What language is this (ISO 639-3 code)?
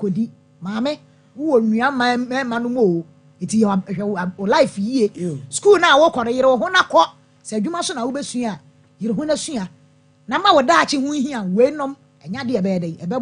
aka